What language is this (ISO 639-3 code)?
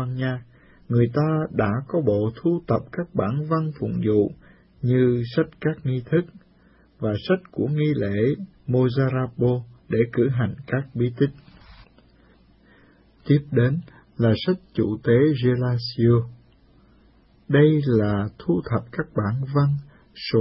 vie